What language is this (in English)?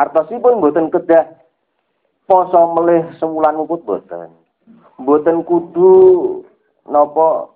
Javanese